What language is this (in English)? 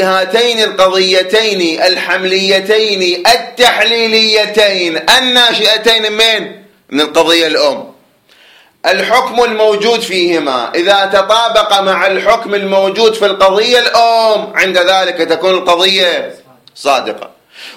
Arabic